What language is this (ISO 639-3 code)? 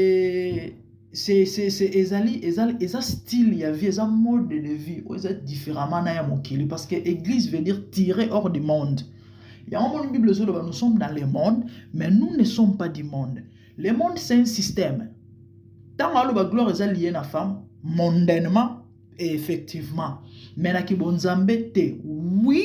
lin